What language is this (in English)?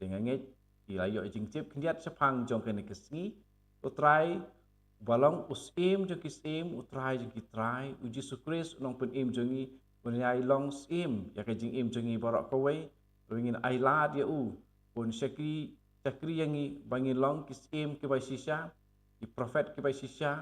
Khasi